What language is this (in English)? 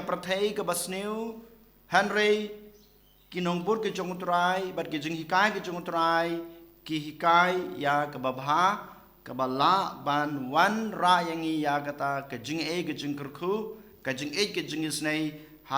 Khasi